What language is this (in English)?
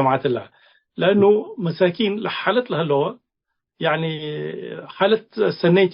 Tigre